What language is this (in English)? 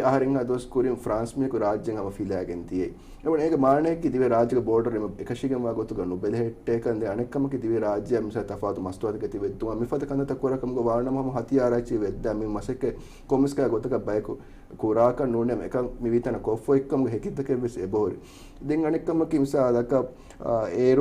Divehi